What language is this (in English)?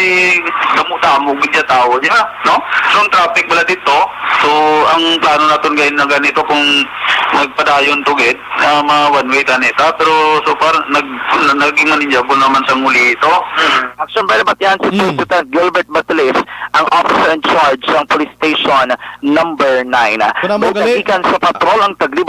Hiligaynon